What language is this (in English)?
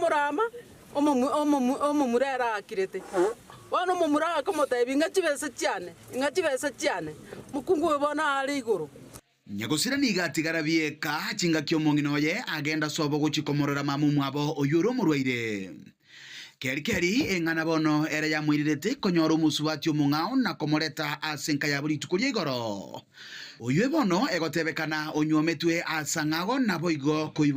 Gusii